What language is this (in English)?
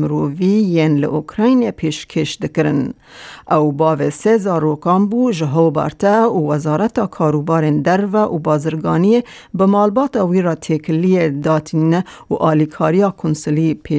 Kurdish